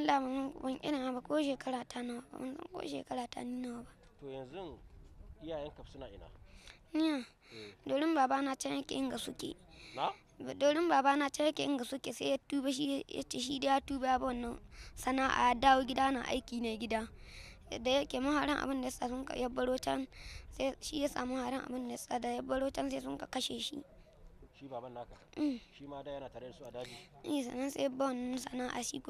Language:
Hausa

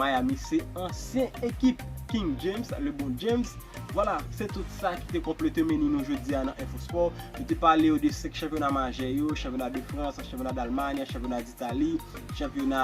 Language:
Haitian Creole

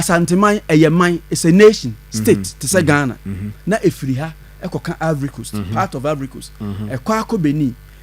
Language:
Akan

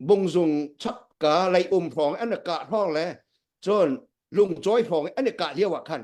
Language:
Hakha Chin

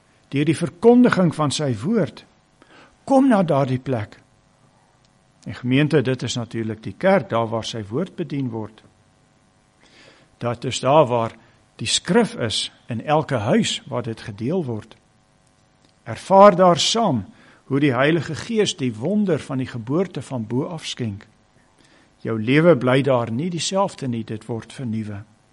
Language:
Afrikaans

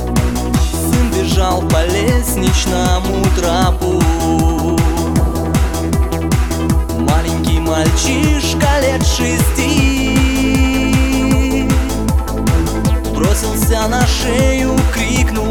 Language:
Russian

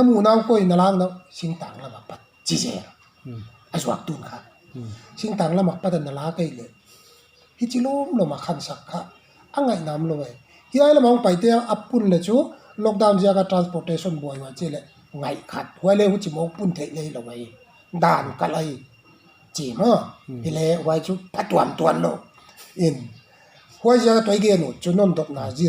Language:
Paite Chin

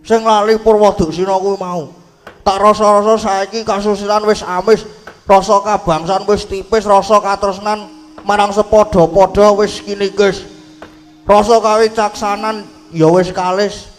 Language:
Javanese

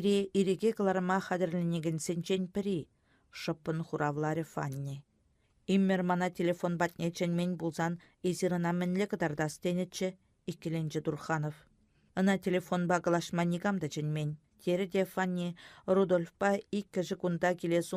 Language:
Chuvash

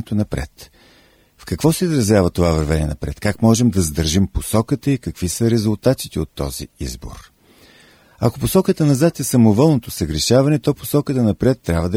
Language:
Bulgarian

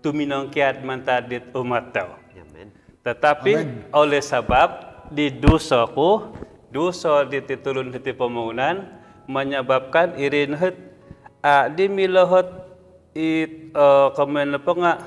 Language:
Central Dusun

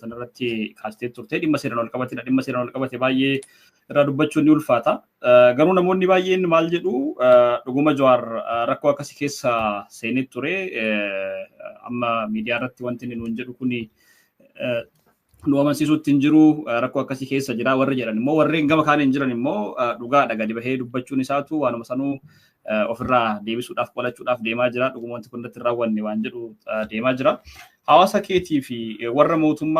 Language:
Oromo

